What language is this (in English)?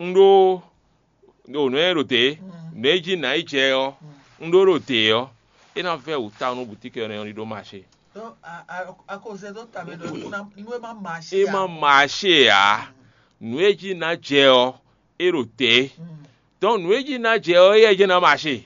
Fon